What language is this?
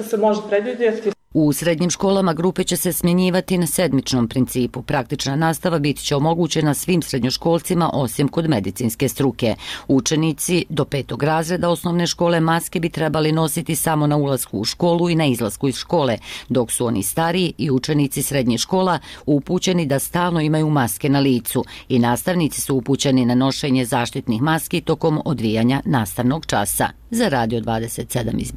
Bosnian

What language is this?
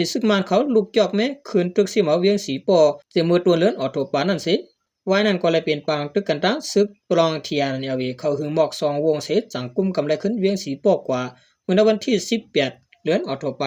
Shan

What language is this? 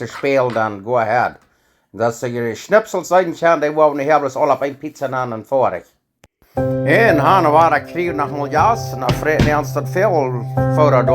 Plautdietsch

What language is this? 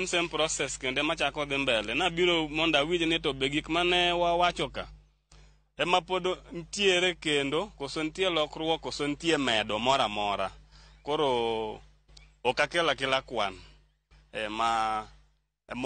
Luo (Kenya and Tanzania)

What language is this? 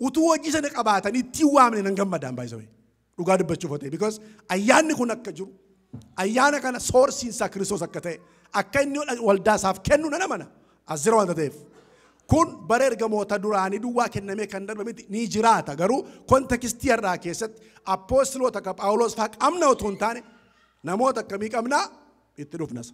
Oromo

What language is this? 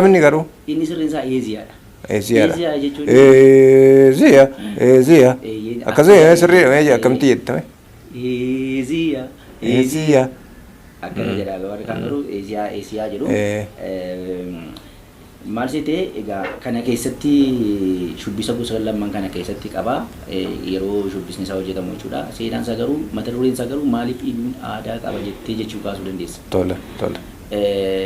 Oromo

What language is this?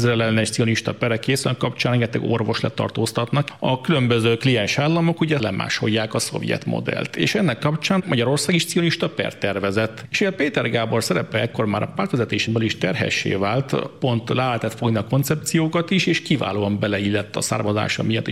Hungarian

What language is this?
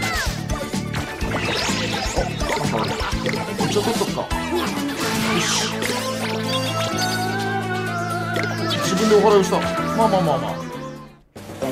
Japanese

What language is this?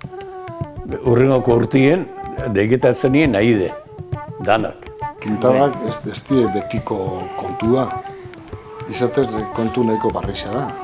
Basque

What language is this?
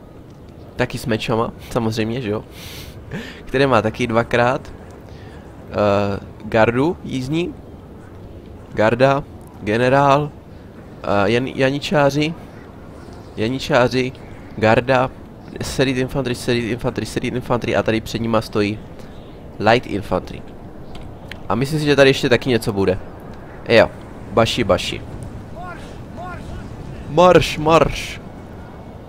Czech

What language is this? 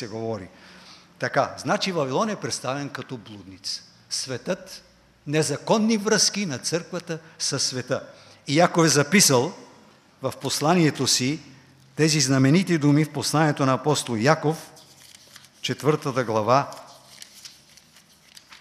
Bulgarian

